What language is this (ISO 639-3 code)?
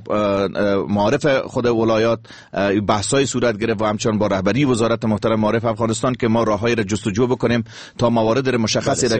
fas